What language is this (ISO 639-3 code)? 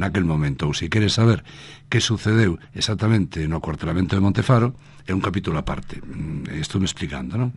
glg